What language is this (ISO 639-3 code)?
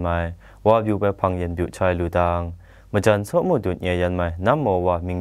atb